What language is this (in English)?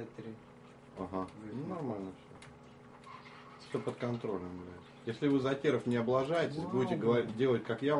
Russian